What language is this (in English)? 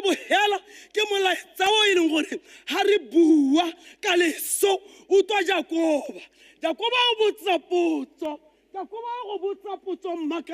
Tswana